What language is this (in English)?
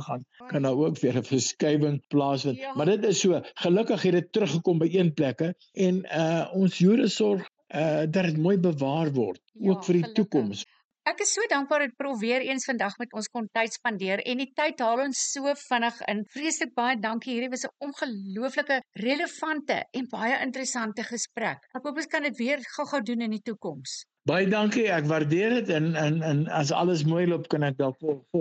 Afrikaans